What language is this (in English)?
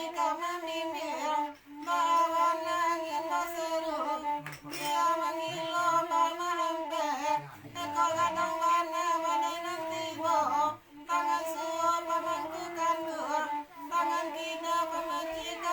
Minangkabau